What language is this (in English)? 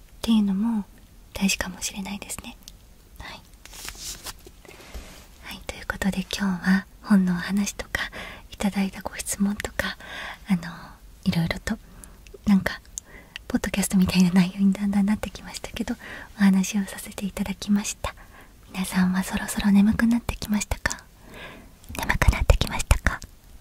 Japanese